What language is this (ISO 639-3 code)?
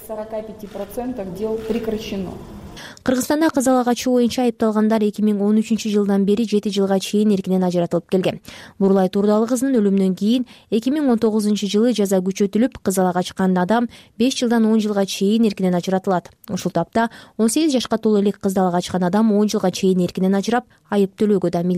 kir